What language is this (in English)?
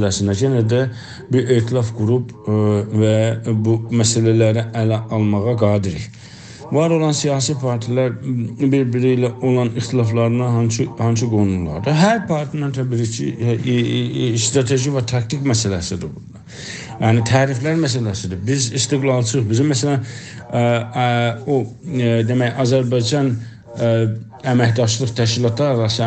South Azerbaijani